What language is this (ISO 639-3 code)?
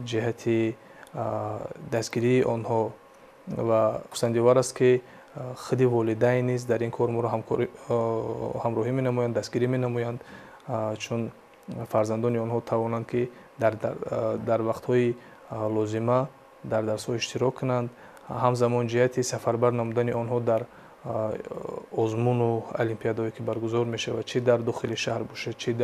tgk